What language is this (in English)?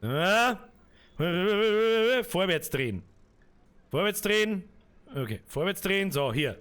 Bavarian